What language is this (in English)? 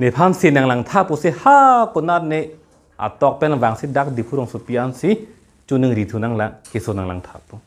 Karbi